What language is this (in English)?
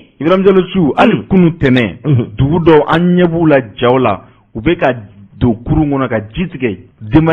Bambara